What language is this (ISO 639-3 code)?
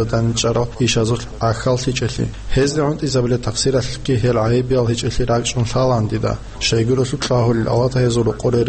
ava